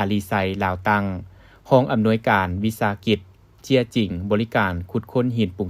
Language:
Lao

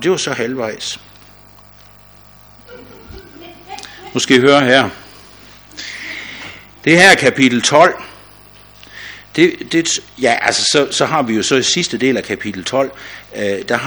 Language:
Danish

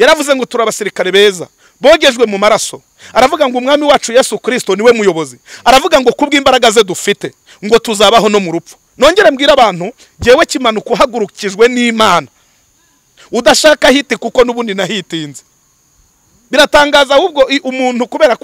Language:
Kinyarwanda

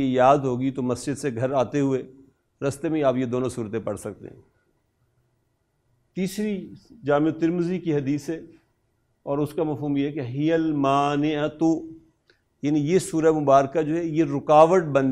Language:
Urdu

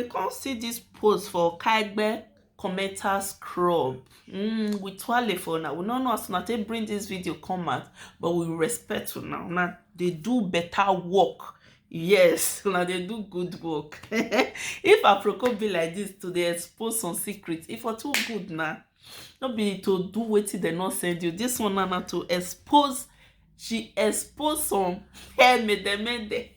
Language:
Nigerian Pidgin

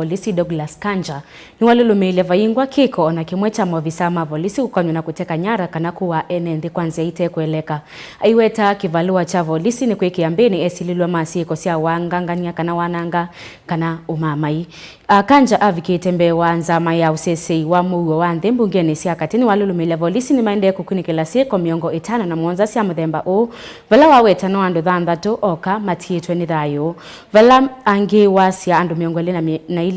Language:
Kamba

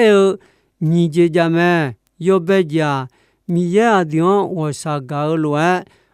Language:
Akha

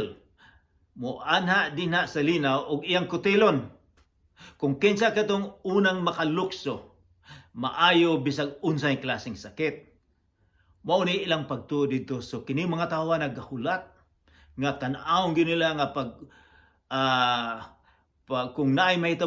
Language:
Cebuano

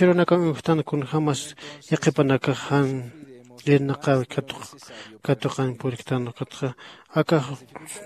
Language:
Aymara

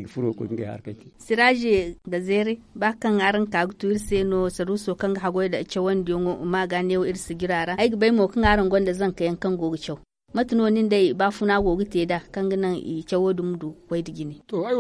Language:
Zarma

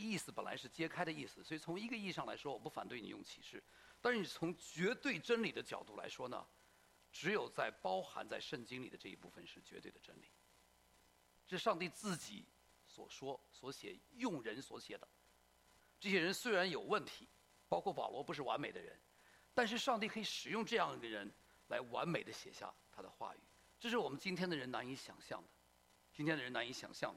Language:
Chinese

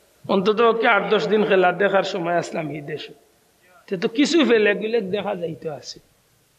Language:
Sylheti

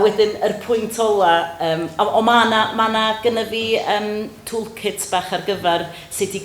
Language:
Welsh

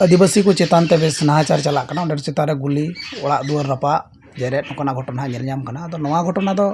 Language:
Santali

